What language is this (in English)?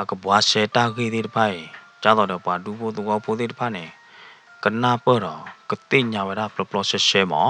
S'gaw Karen